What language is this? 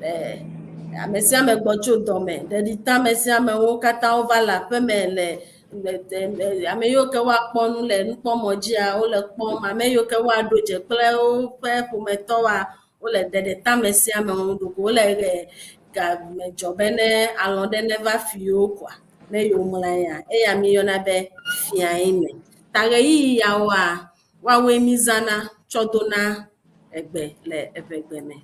Ewe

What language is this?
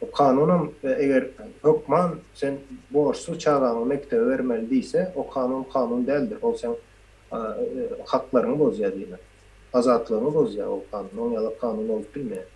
Turkmen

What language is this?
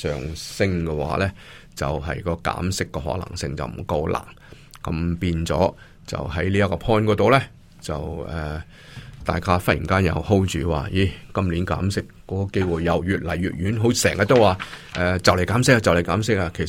Cantonese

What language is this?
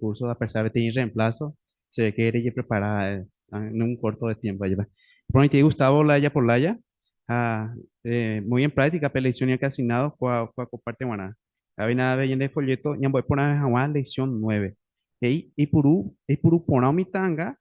Guarani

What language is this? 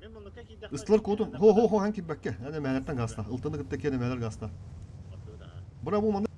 Yakut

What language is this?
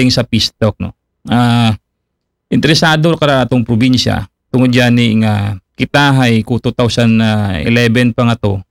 Aklanon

